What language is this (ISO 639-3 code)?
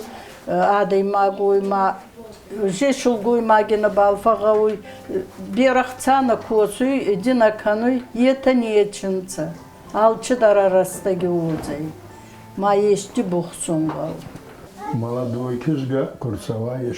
oss